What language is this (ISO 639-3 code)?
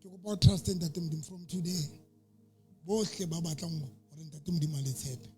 sot